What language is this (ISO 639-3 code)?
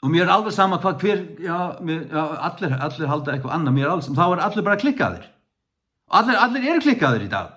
fao